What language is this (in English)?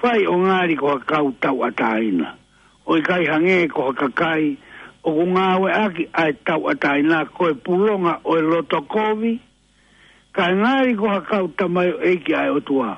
Tongan